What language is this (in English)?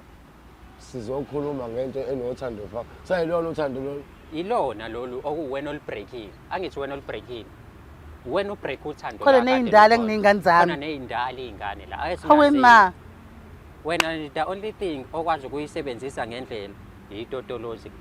Zulu